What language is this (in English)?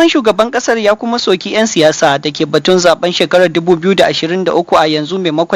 Hausa